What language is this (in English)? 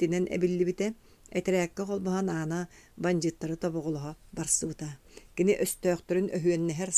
Yakut